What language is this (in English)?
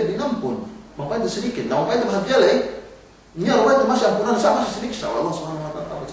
Yakan